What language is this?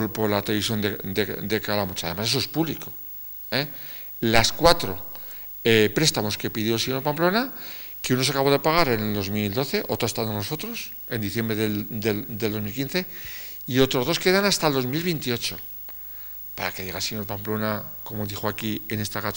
Spanish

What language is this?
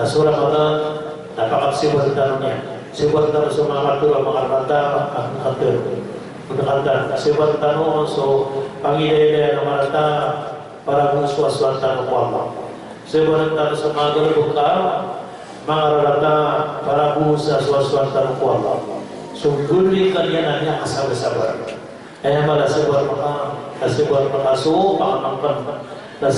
Maranao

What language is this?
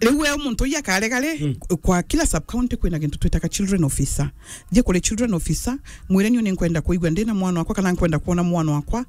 Meru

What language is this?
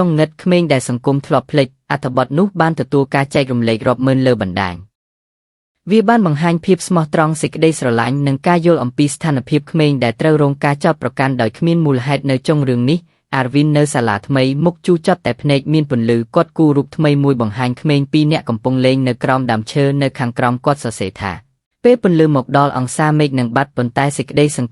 Khmer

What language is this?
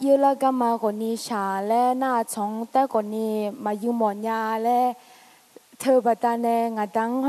Akha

